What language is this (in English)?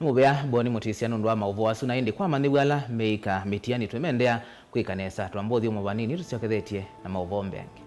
Kamba